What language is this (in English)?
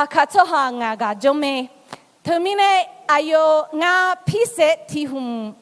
Akha